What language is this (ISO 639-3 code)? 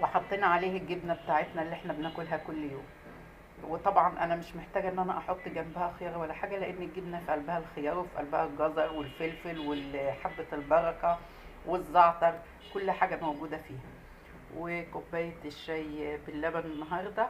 arz